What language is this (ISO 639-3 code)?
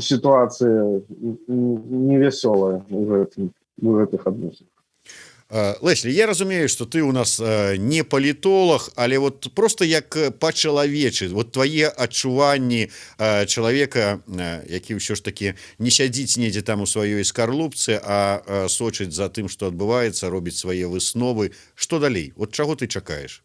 bel